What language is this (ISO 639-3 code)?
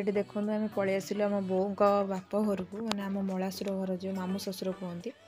ori